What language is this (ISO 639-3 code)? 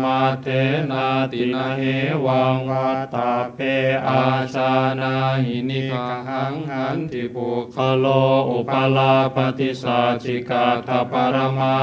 pli